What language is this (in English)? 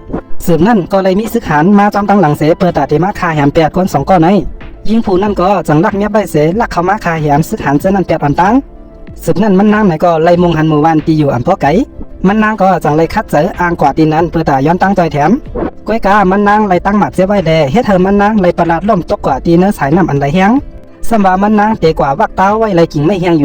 Shan